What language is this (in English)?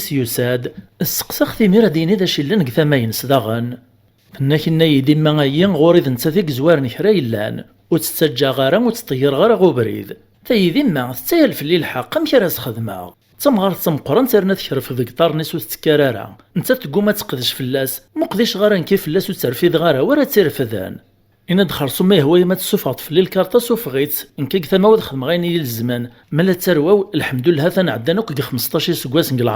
Kabyle